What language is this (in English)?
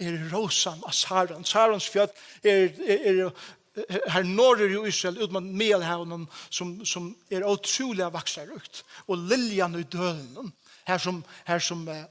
Faroese